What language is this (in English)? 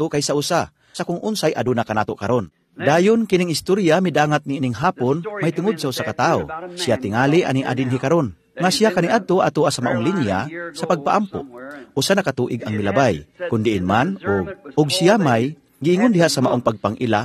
Cebuano